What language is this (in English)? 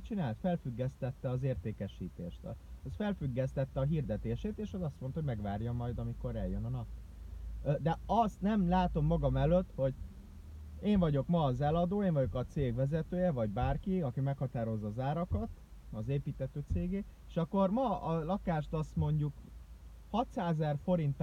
Hungarian